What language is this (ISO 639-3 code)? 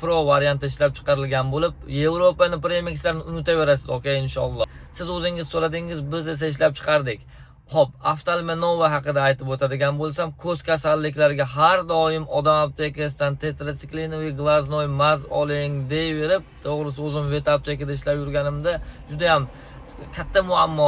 uzb